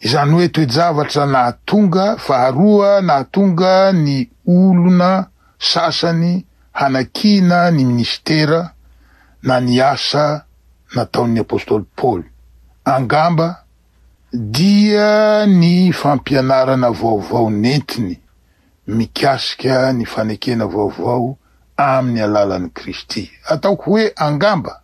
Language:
Malagasy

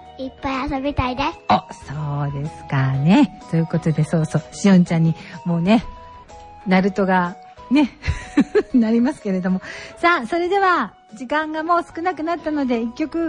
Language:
Japanese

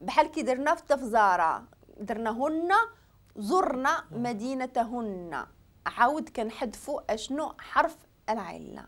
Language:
Moroccan Arabic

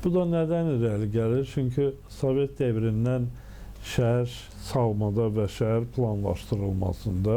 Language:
Azerbaijani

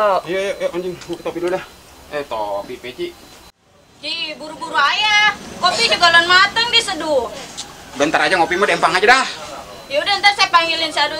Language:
Betawi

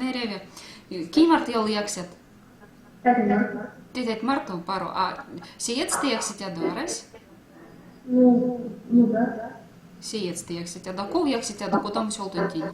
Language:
Erzya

